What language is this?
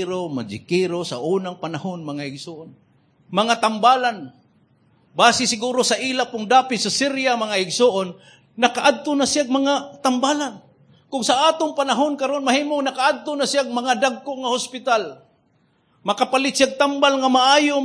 Cebuano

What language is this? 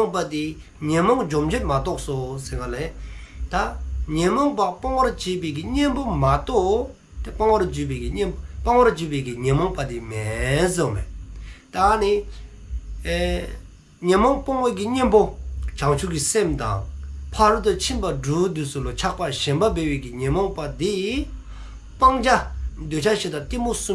Dzongkha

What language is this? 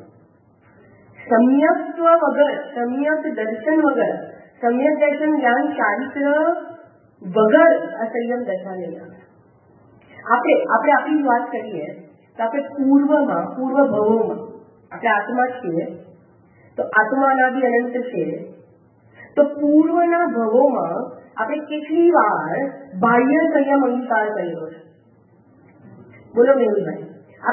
Gujarati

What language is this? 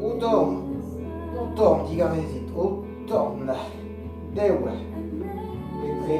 Breton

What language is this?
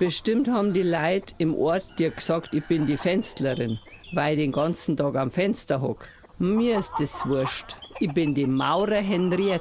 Bavarian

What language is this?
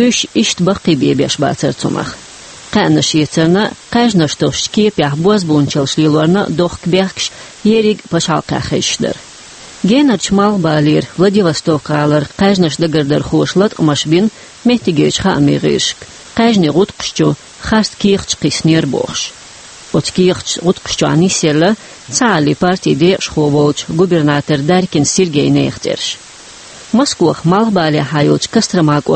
Chechen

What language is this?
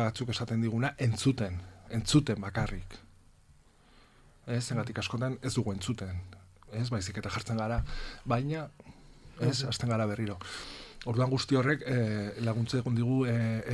Basque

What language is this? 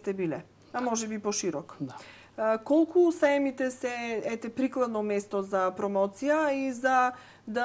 Macedonian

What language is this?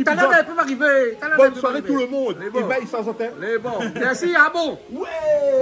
Réunion Creole French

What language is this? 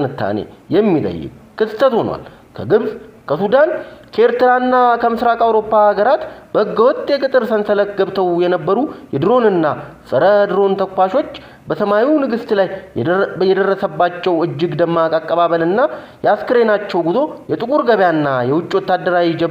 Amharic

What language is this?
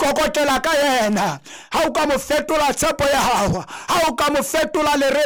Southern Sotho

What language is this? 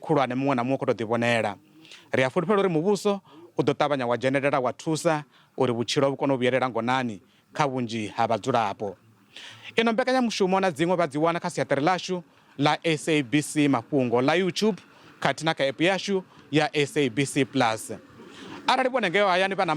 Venda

